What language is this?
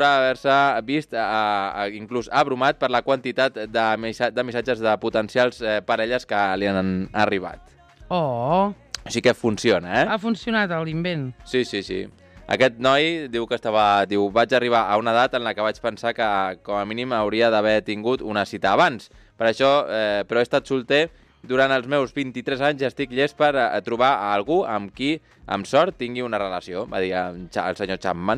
Catalan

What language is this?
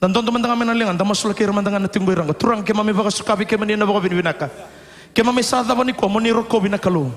Fijian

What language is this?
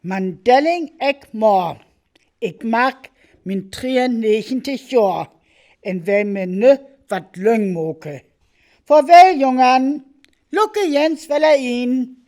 Northern Frisian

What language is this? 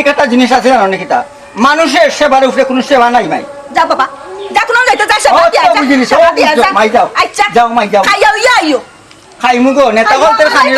Sylheti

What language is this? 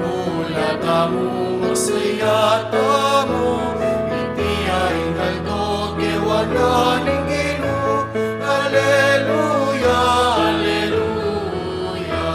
Pampanga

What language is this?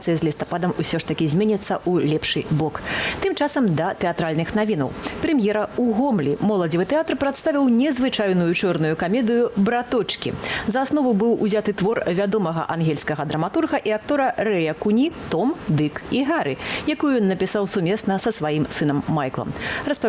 Belarusian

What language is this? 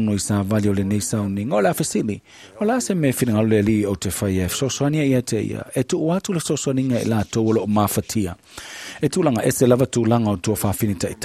Samoan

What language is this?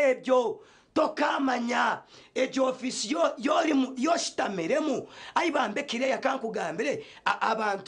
Nyankole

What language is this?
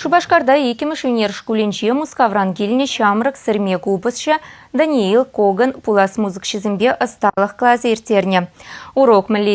Chuvash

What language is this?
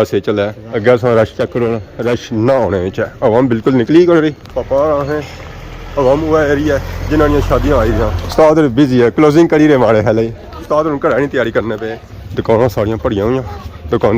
Pahari-Potwari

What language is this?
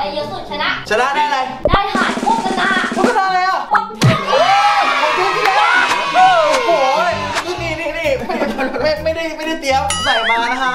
Thai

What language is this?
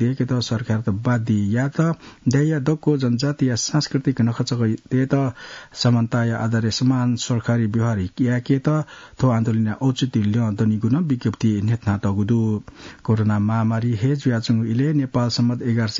Newari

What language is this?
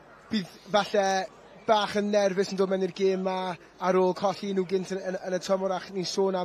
Welsh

